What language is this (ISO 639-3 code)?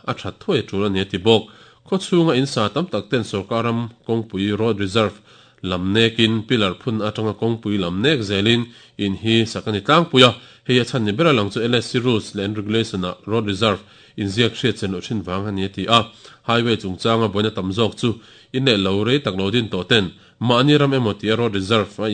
lus